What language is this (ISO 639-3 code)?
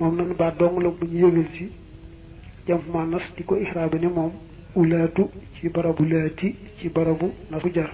wol